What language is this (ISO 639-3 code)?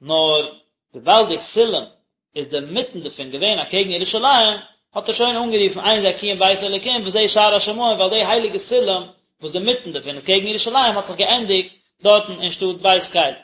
yid